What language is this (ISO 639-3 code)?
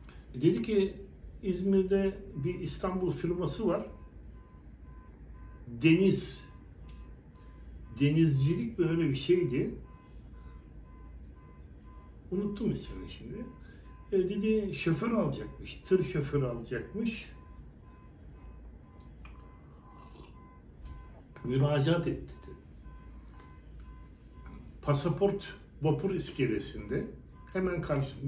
tur